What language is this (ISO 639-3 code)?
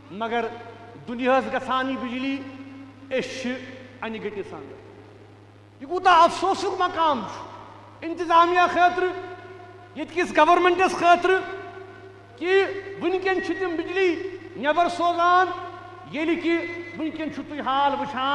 kas